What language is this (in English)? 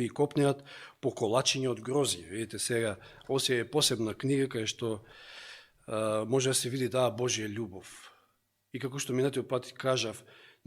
Macedonian